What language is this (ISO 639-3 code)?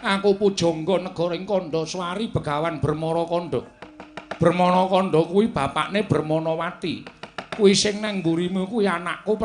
jav